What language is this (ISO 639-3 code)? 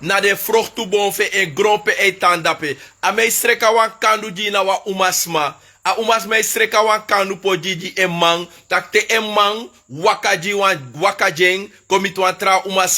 srn